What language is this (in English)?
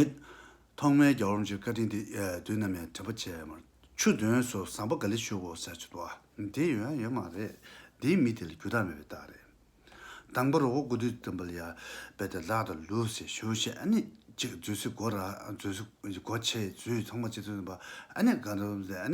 Tibetan